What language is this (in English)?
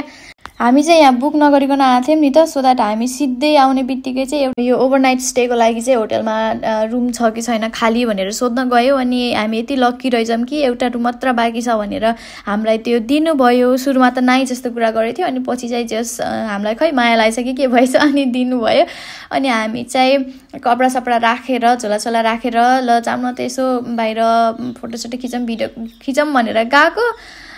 Nepali